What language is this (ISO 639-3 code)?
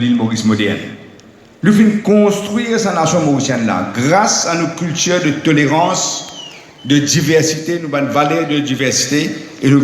mfe